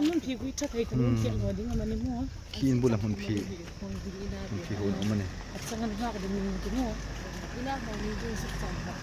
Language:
Hmar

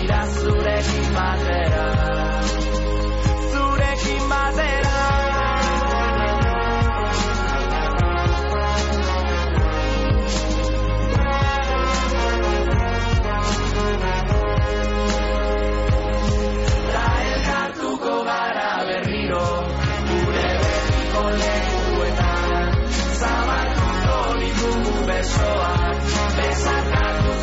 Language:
Basque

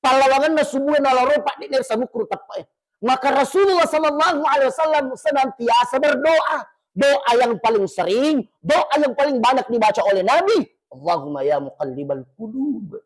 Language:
Buginese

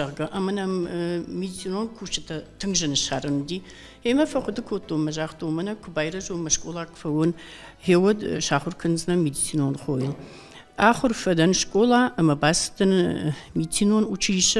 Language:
Ossetic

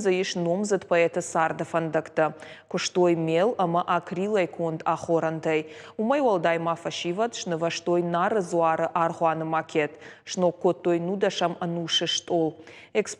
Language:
Ossetic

